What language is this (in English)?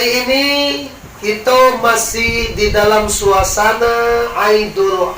Minangkabau